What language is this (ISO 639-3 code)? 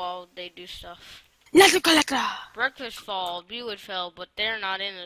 eng